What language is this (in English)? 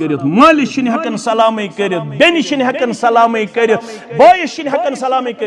Kashmiri